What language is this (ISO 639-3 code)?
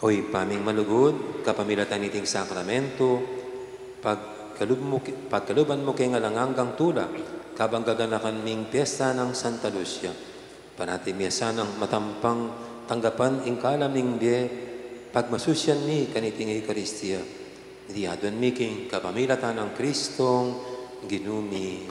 pam